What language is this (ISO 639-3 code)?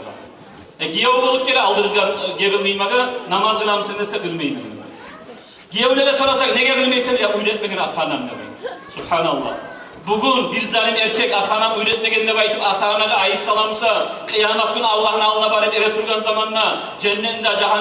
kum